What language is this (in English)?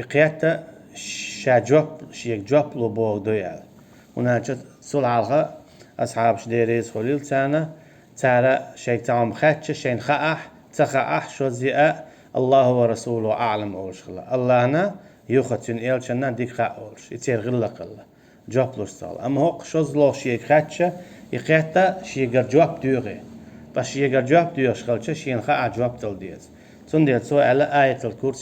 Chechen